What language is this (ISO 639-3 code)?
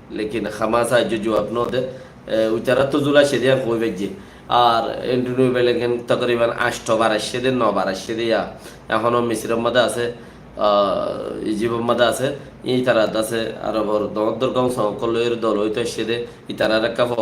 rhg